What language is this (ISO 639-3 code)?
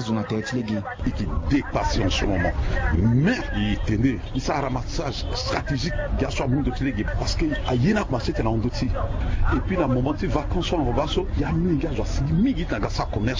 sag